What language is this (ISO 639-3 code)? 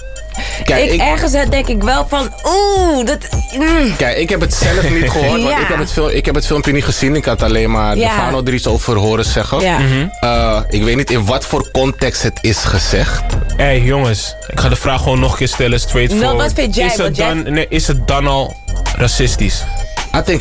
nld